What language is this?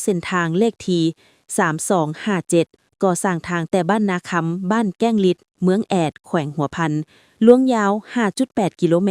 Lao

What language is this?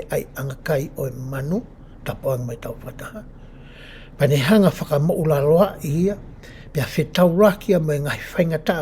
Tongan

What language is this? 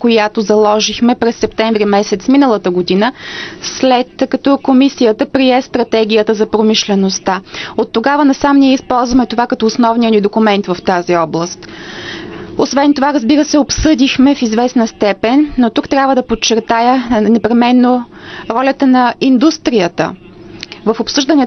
Bulgarian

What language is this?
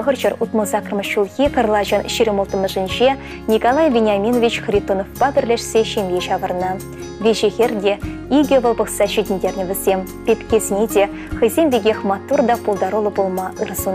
Chuvash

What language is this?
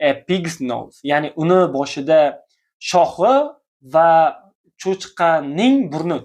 Uzbek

